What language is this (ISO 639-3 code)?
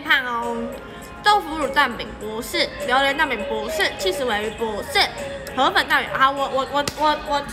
zho